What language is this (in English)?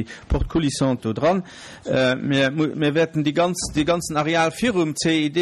Luxembourgish